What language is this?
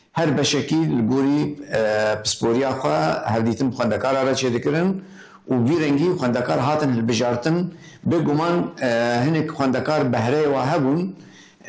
Kurdish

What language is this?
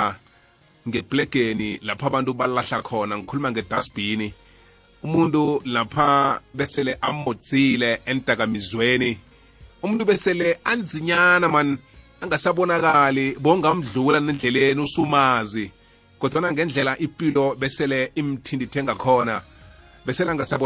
South Ndebele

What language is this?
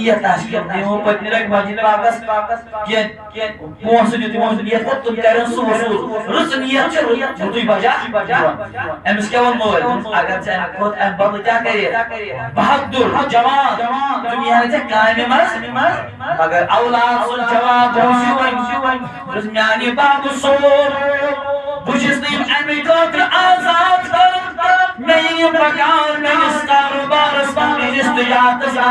Kashmiri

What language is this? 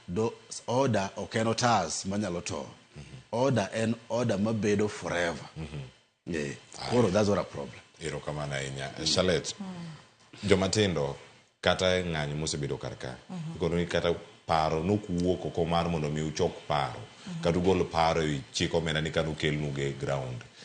Luo (Kenya and Tanzania)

